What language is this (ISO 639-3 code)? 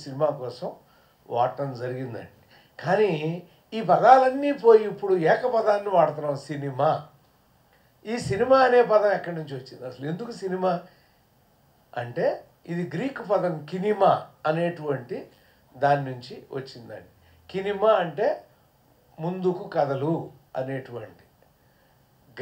tel